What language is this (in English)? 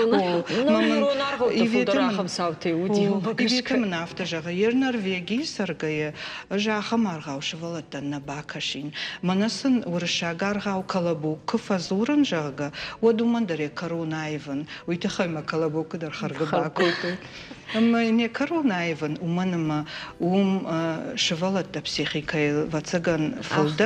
Ossetic